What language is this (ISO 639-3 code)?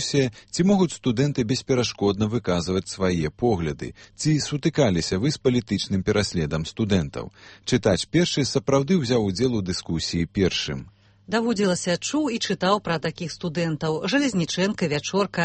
bel